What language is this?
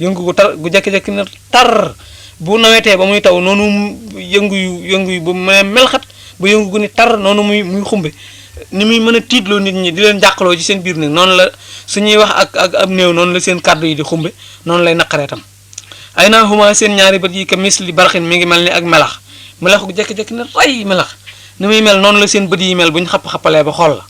Wolof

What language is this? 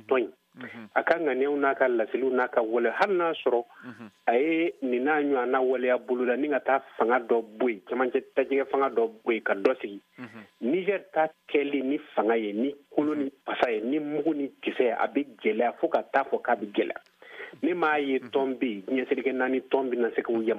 Bambara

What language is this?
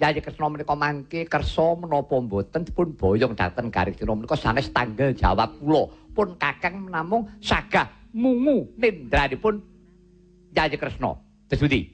Javanese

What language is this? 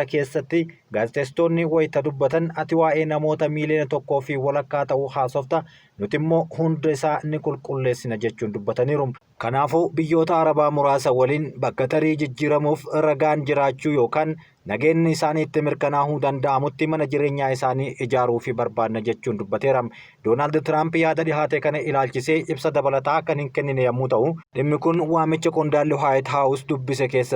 Oromo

